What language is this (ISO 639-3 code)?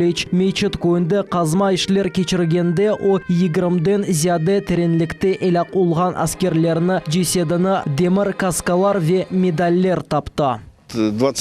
crh